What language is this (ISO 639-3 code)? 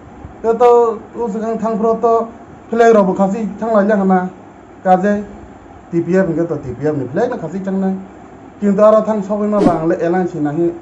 trp